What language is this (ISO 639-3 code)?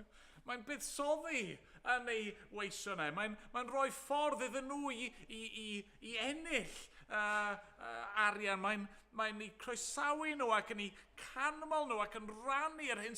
cym